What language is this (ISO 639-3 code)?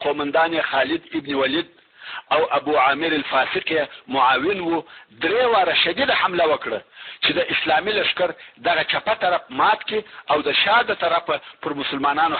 pus